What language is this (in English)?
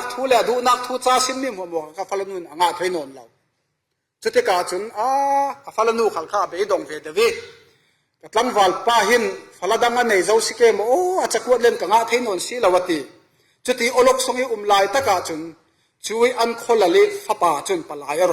Falam Chin